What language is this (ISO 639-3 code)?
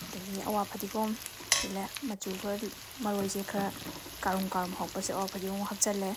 mni